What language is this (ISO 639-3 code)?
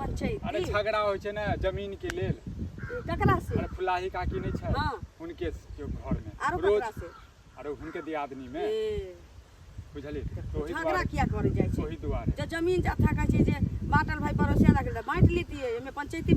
mai